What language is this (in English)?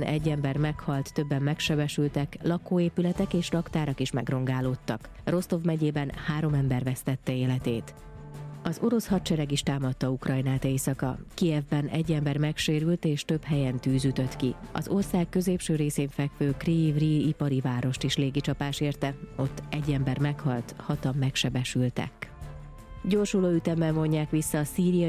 Hungarian